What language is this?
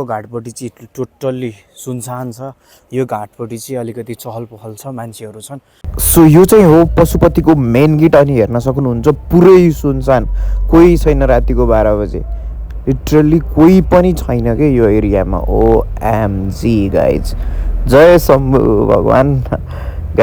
Nepali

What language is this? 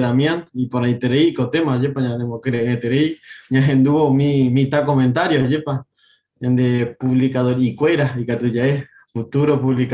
Guarani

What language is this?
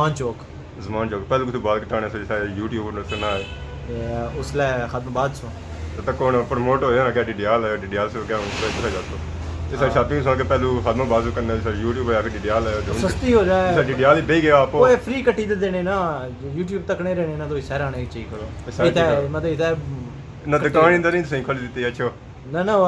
Pahari-Potwari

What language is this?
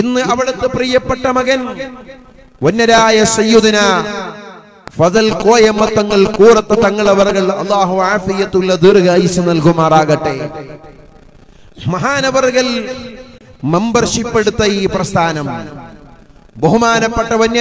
Malayalam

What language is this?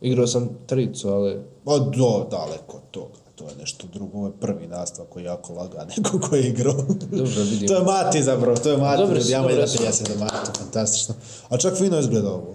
Bosnian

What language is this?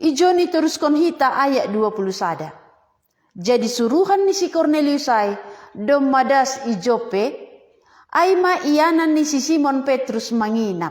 Batak Simalungun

